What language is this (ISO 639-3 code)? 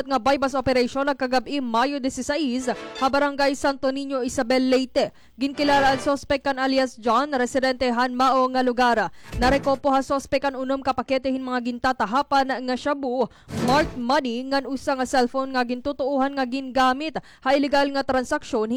war